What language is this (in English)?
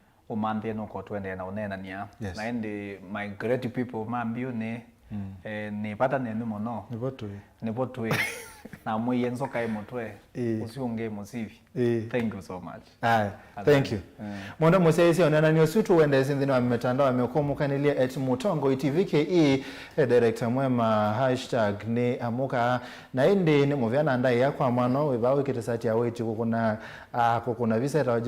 Kamba